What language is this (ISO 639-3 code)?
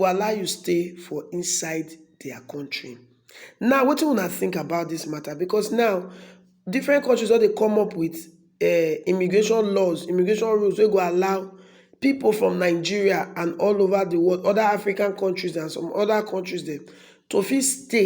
pcm